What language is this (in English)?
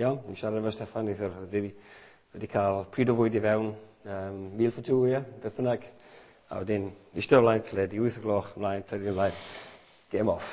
Welsh